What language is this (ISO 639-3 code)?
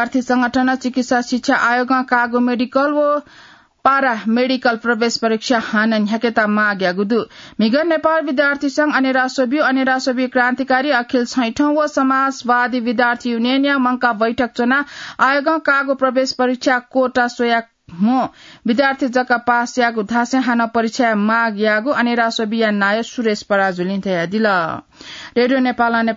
new